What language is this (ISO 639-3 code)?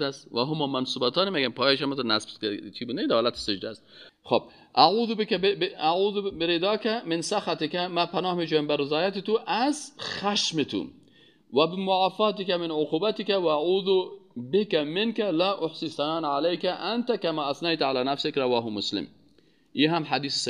fas